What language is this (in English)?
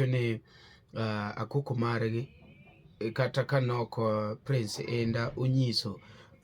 Luo (Kenya and Tanzania)